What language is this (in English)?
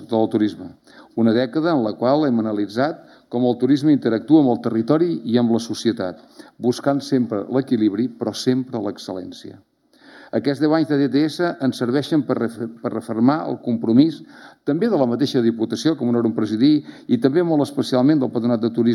Catalan